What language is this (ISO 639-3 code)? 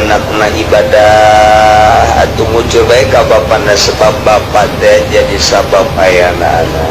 sun